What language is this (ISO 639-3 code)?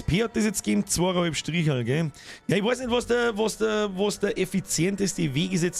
bar